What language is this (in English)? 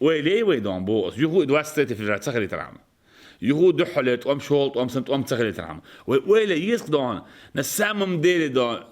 Chechen